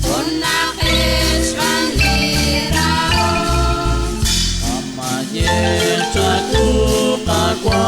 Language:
Kekchí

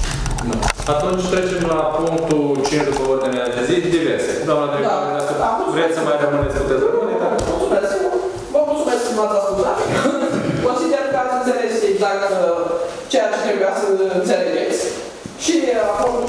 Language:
Romanian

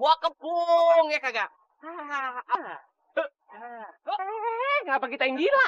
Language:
Betawi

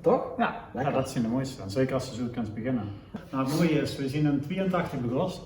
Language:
Limburgish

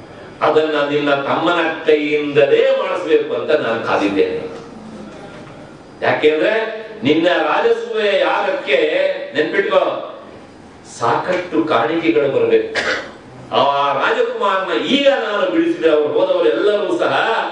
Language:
Kannada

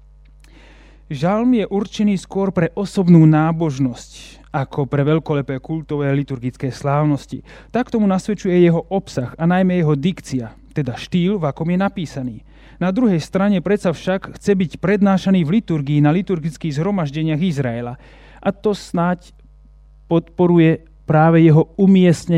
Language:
Slovak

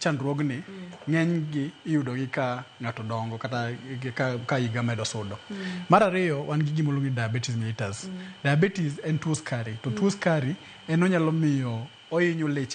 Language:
Luo (Kenya and Tanzania)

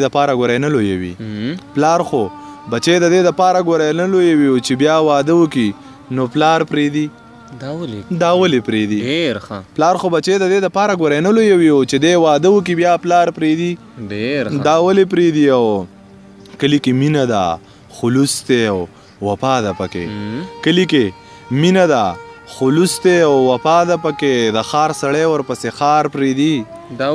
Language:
Pashto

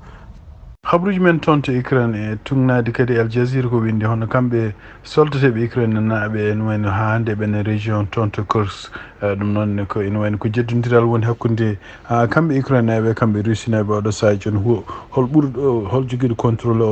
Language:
Fula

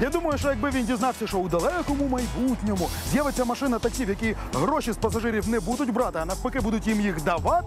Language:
Ukrainian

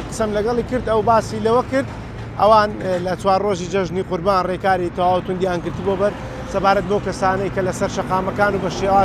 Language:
Central Kurdish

